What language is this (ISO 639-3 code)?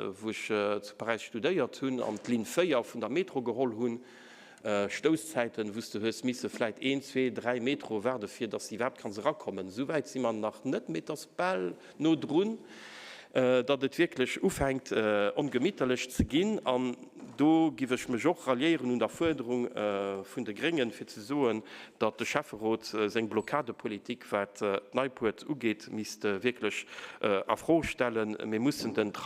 ltz